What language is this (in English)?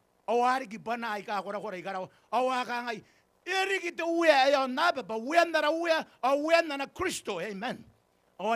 Gilbertese